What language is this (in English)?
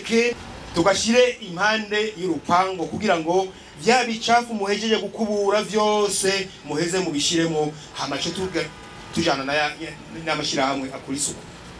Rundi